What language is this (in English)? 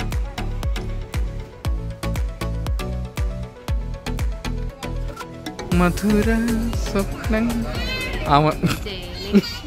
Malayalam